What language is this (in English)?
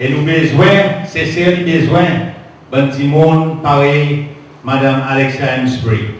Seselwa Creole French